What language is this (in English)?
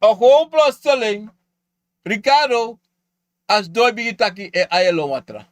Sranan Tongo